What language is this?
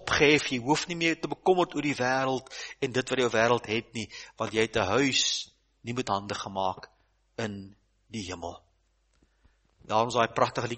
Afrikaans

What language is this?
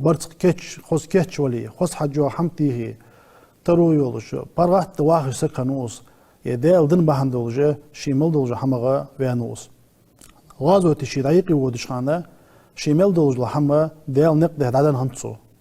Ingush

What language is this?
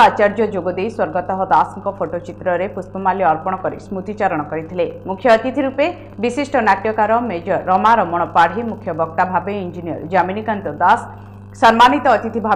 Odia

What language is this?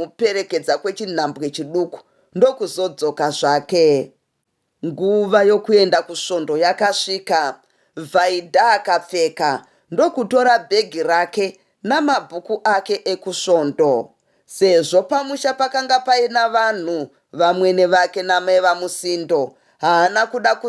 Shona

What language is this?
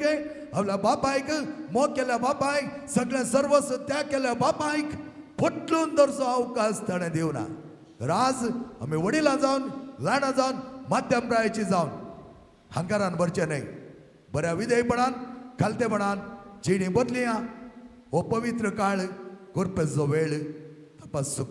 Konkani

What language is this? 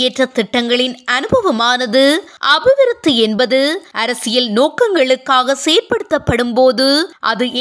Tamil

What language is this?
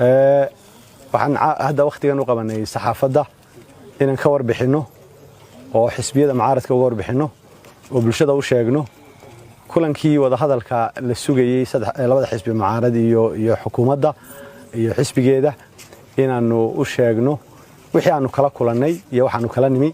Somali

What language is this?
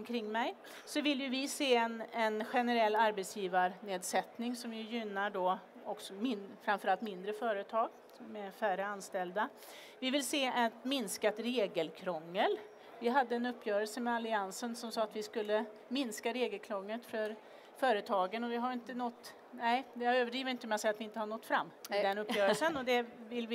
Swedish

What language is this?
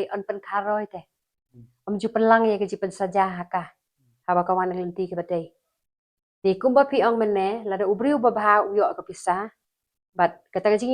Khasi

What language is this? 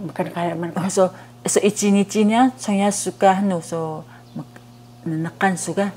Taroko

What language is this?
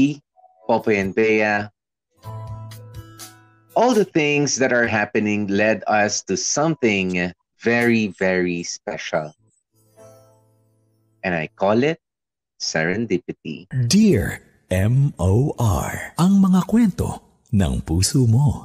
Filipino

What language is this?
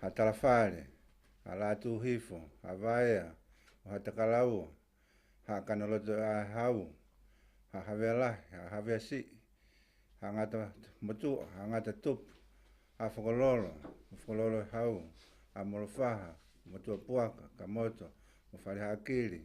Tongan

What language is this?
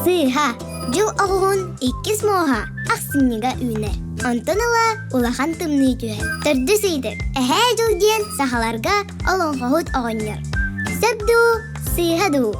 Yakut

